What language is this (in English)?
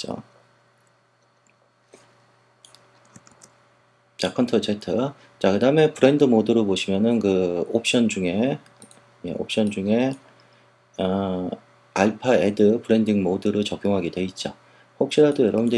Korean